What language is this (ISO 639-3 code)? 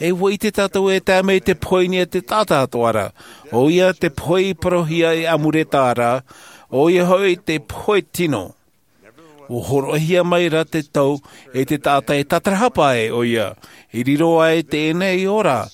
tah